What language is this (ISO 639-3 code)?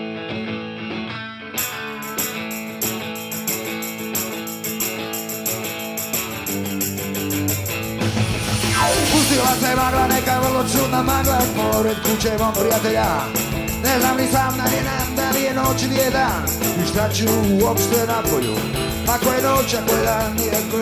srp